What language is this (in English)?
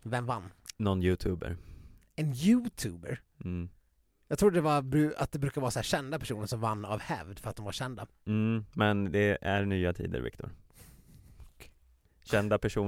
Swedish